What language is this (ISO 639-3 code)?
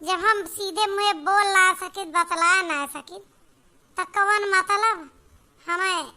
awa